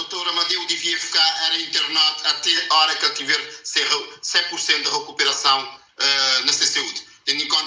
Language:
Kabuverdianu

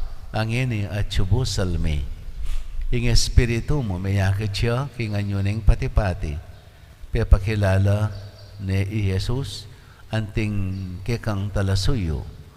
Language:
Pampanga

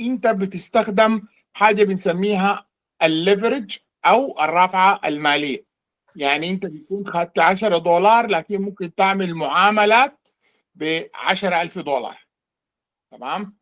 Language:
Sudanese Arabic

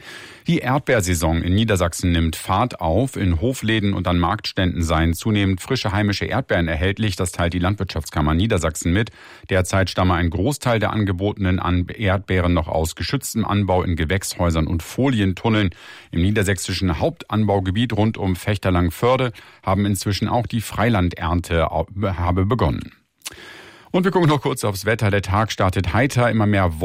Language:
German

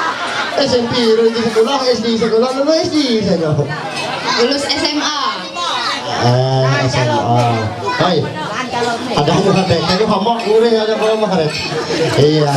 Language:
Ma'anyan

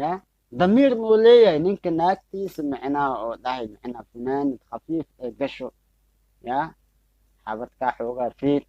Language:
Somali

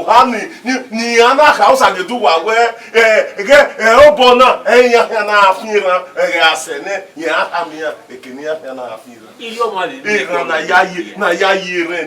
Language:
Bini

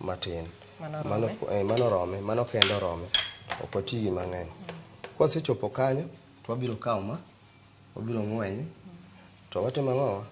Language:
Luo (Kenya and Tanzania)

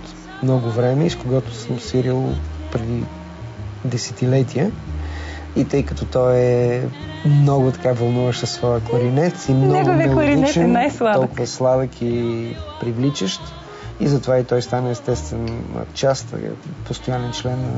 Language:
Bulgarian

